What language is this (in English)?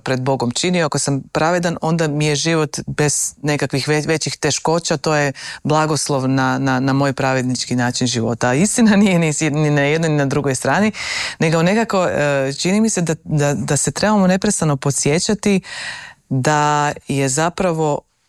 Croatian